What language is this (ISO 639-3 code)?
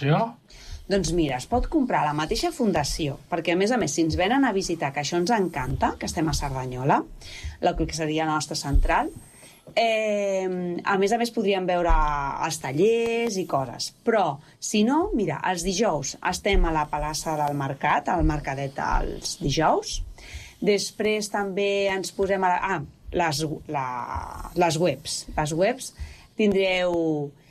cat